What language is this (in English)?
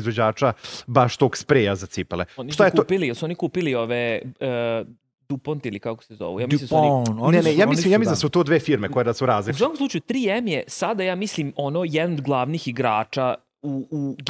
Serbian